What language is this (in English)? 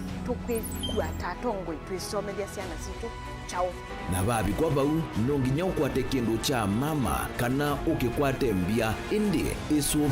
Kamba